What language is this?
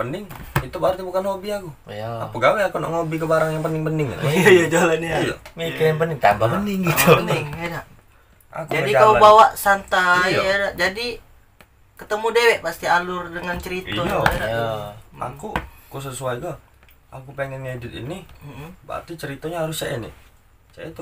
Musi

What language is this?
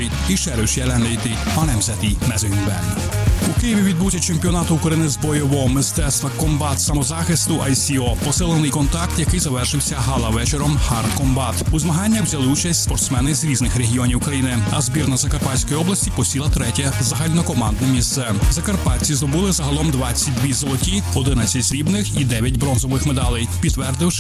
Ukrainian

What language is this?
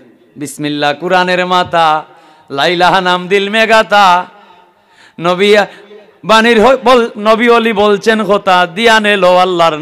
Sylheti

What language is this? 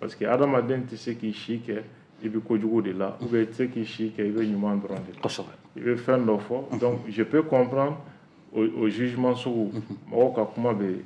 Bambara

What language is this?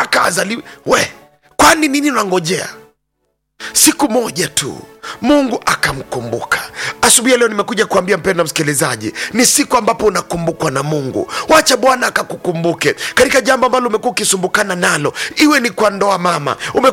Swahili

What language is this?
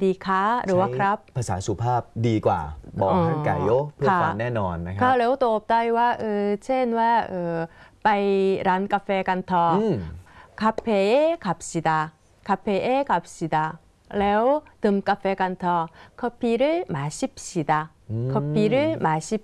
Thai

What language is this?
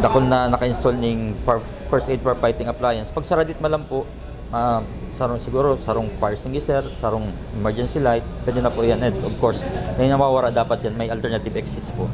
Bikol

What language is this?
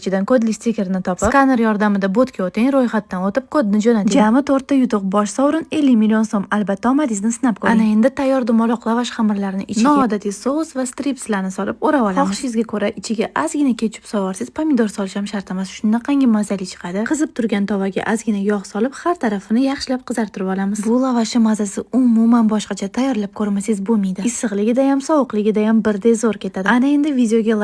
Uzbek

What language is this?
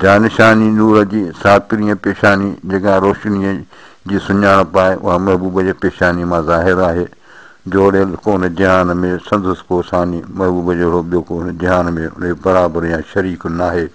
Sindhi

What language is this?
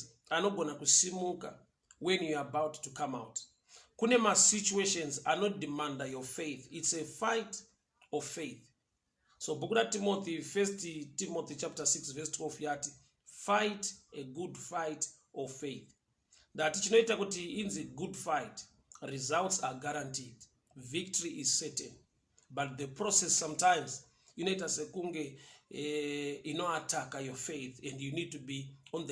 Shona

